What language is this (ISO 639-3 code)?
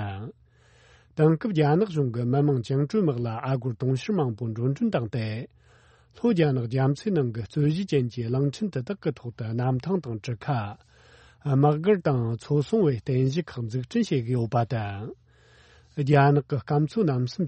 bod